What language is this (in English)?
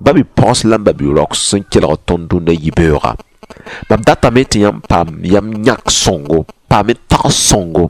Mossi